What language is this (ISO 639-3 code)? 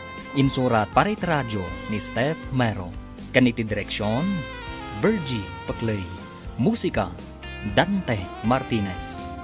ilo